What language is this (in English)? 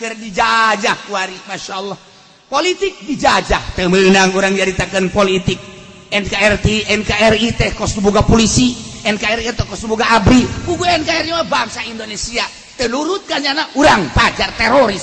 Sundanese